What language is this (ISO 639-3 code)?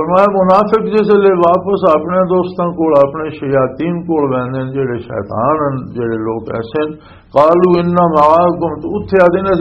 lah